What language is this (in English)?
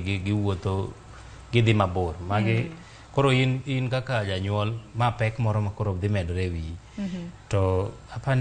Luo (Kenya and Tanzania)